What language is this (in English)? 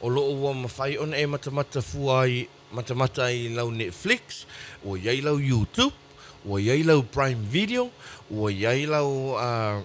Samoan